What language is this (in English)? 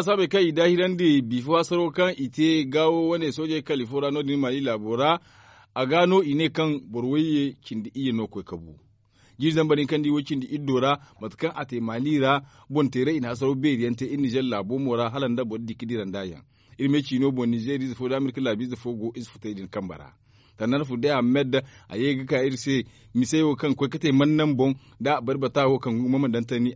Zarma